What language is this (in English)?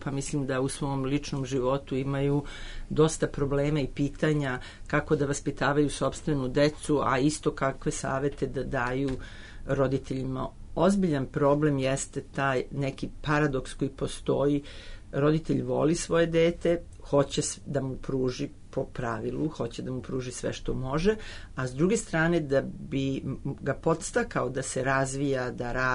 Serbian